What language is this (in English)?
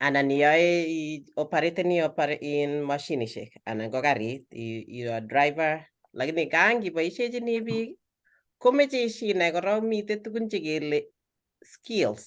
Kalenjin